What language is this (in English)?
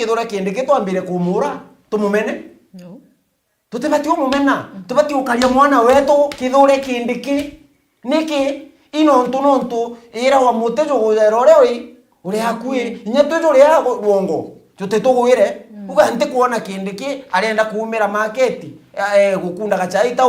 Meru